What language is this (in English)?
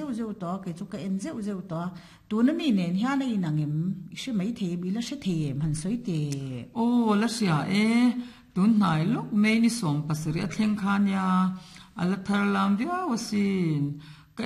Mizo